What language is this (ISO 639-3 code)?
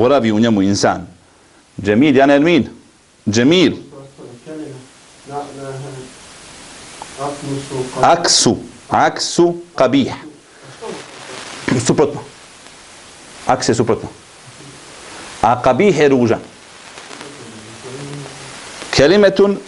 bos